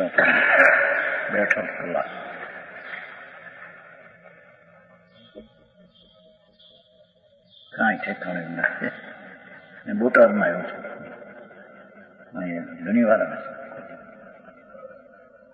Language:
Gujarati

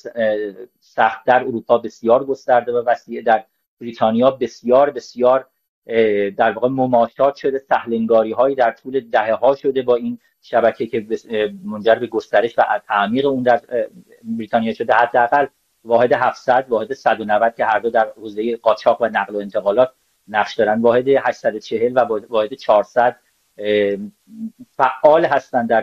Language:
Persian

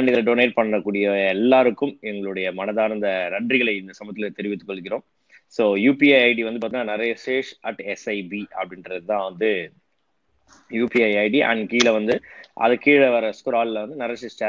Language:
Tamil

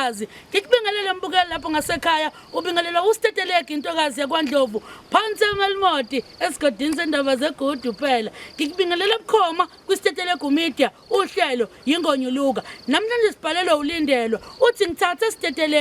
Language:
Zulu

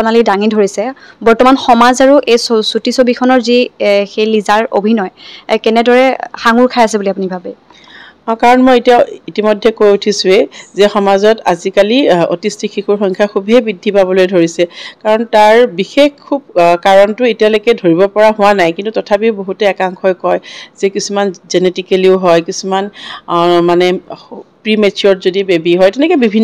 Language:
Assamese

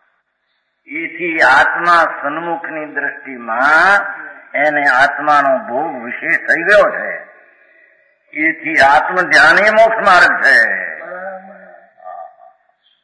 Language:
Gujarati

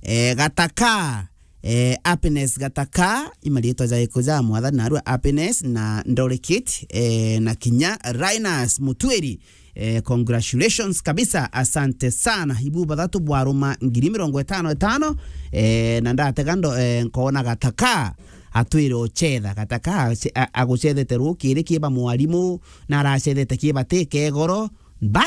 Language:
Meru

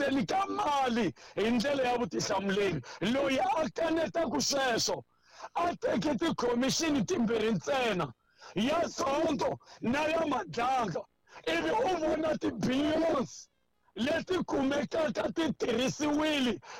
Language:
Tsonga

